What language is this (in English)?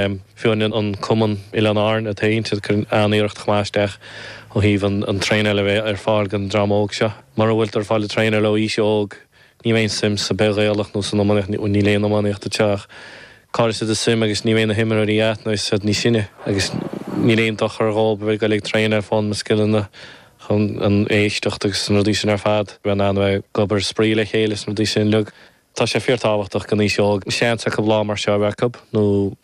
Irish